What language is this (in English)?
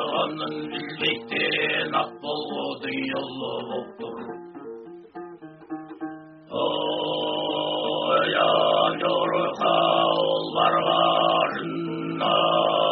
Kazakh